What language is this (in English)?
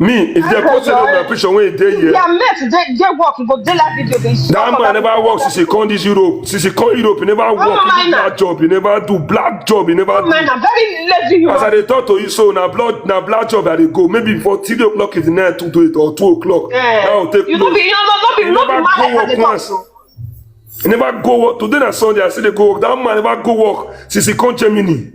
Nigerian Pidgin